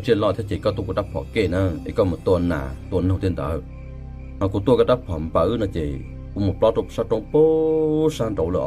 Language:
Hmong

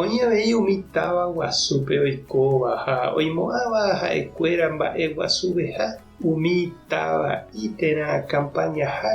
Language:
Guarani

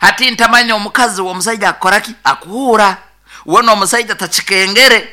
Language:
Nyoro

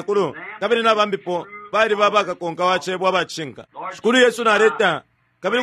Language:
Bemba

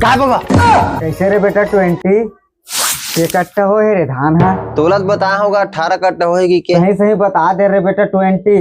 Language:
Chhattisgarhi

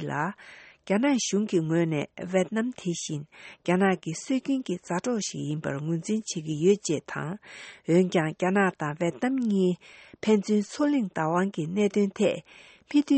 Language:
Tibetan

